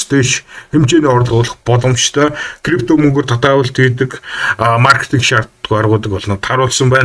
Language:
Mongolian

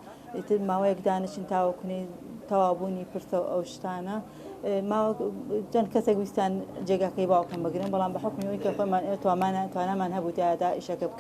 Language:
Central Kurdish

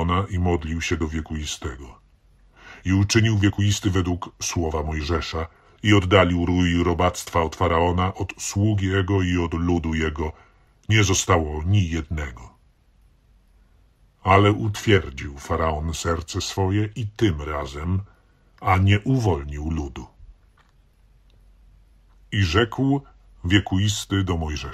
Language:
Polish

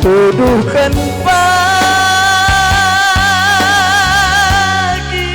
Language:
Batak Karo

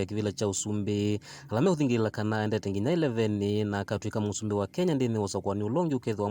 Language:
Kamba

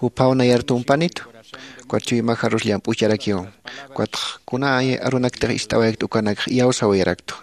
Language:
Aymara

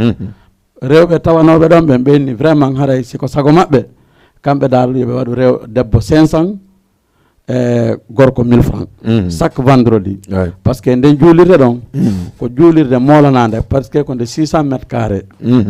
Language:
Fula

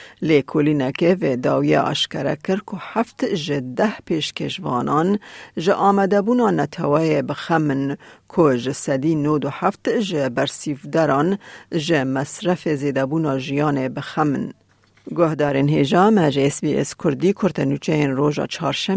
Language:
Kurdish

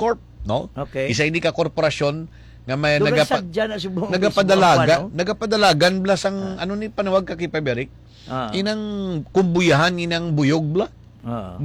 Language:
Hiligaynon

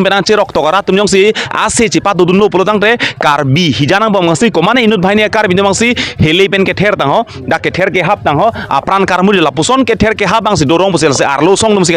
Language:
Karbi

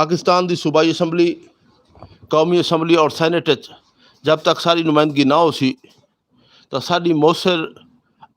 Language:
Western Panjabi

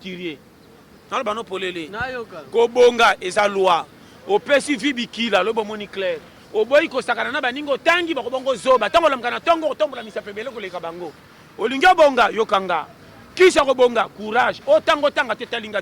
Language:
Lingala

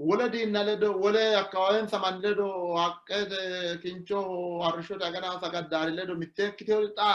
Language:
Sidamo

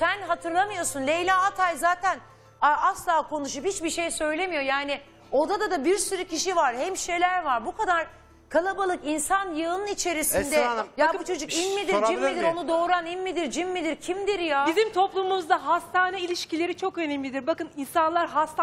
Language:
Turkish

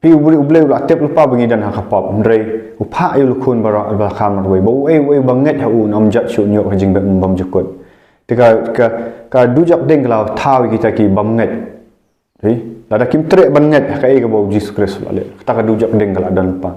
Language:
Khasi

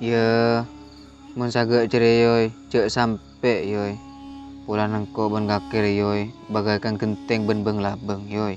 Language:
Madurese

